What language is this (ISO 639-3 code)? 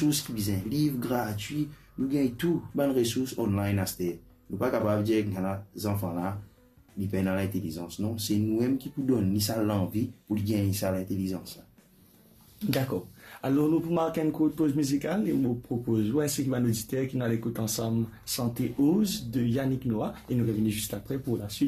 mfe